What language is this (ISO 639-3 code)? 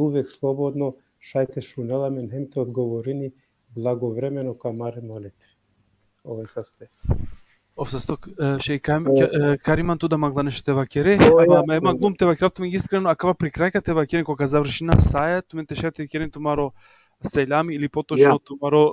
rmn